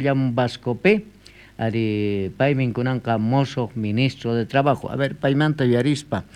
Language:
South Bolivian Quechua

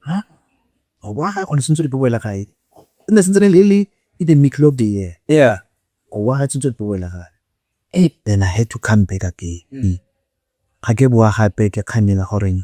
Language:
Tswana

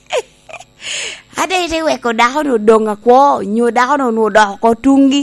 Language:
Lango (Uganda)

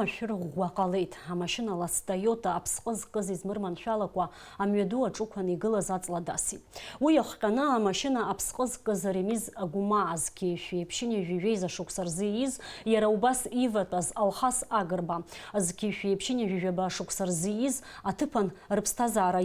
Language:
Abkhazian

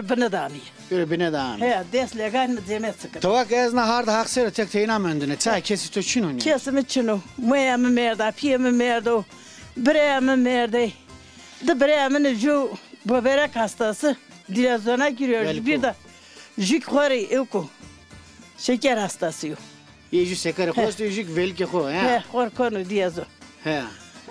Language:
Zaza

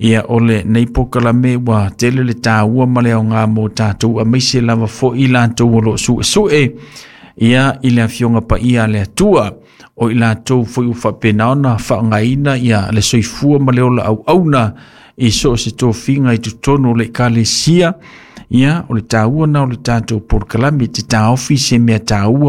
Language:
Samoan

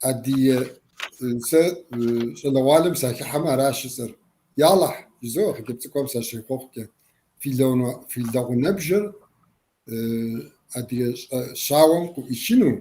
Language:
Kabardian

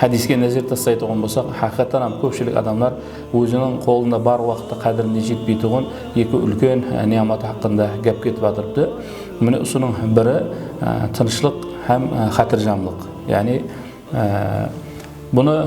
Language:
Kara-Kalpak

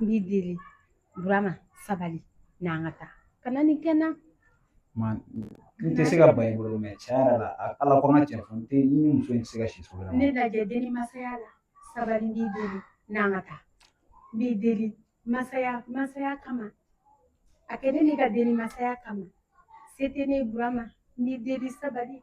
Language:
Bambara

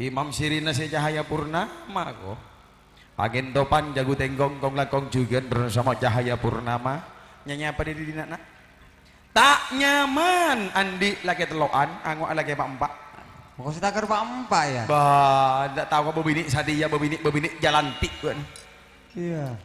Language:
Madurese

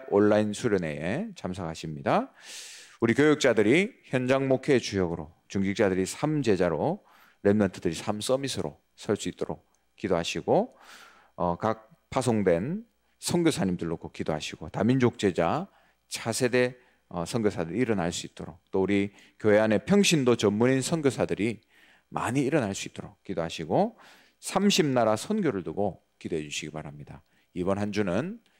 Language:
Korean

